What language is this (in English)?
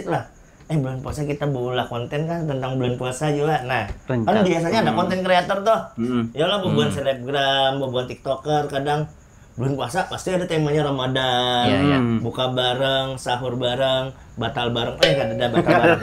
Banjar